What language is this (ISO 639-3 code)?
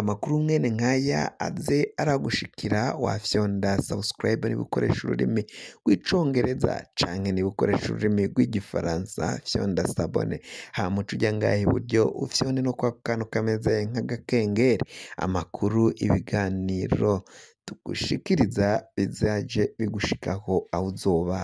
run